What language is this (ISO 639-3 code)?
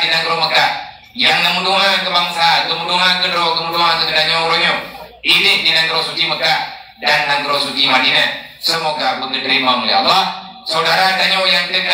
ace